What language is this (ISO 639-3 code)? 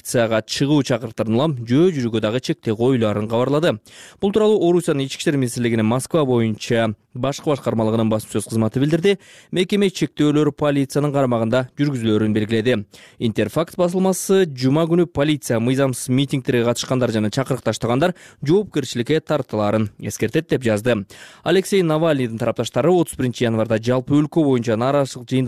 kir